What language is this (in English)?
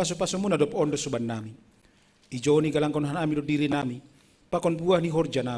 Batak Simalungun